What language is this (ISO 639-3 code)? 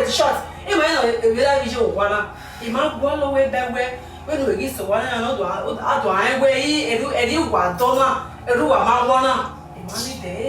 bin